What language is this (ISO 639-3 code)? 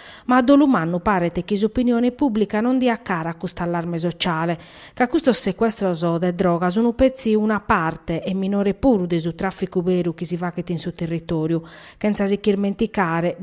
srd